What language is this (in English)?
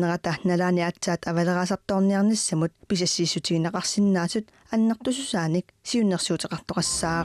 Kalaallisut